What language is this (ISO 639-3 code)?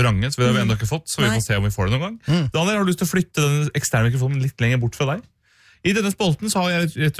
nor